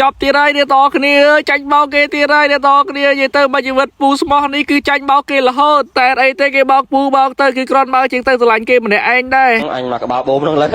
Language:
Khmer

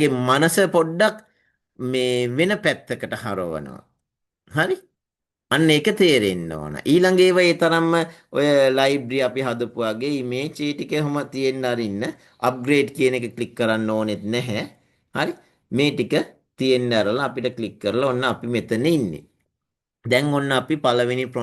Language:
Sinhala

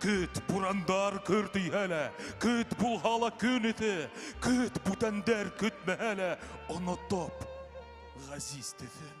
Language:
Bashkir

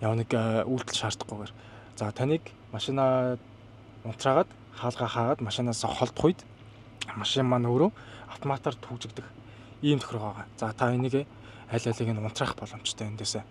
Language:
Mongolian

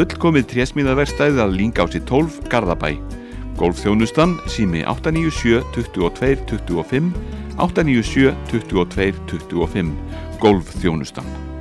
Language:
Icelandic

